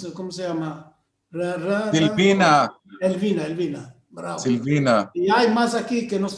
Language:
Ladino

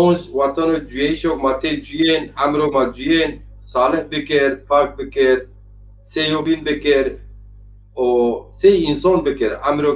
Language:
Zaza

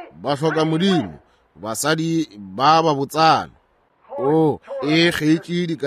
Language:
Northern Sotho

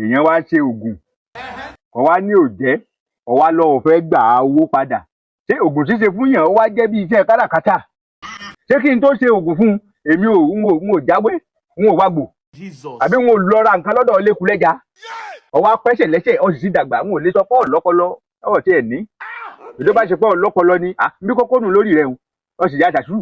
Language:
Yoruba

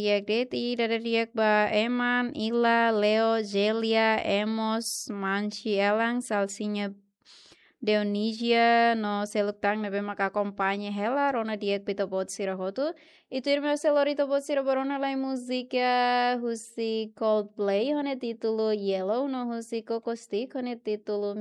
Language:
Tetum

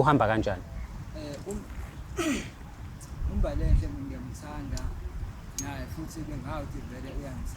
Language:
Zulu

